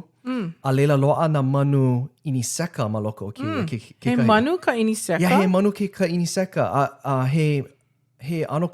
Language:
Hawaiian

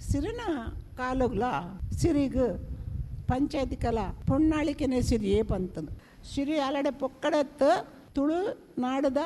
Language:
Tulu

